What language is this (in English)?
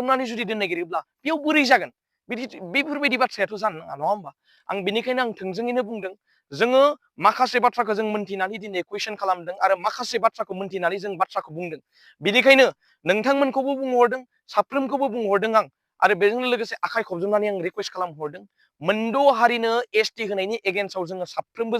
Bodo